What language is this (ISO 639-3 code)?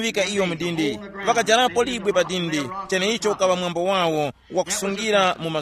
tum